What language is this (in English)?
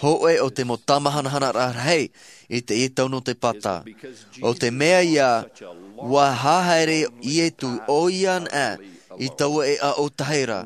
Tahitian